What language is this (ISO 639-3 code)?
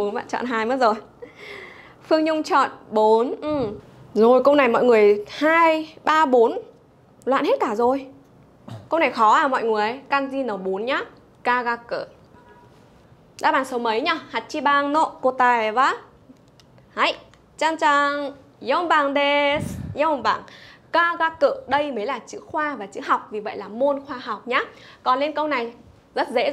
vie